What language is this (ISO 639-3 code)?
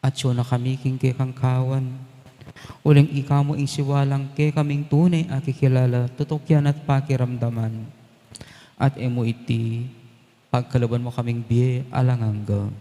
pam